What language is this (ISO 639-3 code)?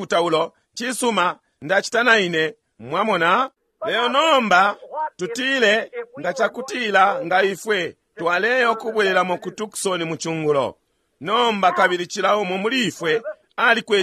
bem